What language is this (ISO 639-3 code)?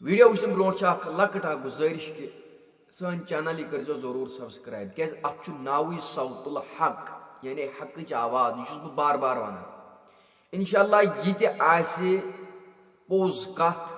kas